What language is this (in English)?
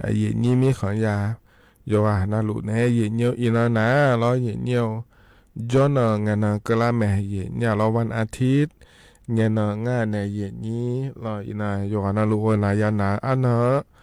Akha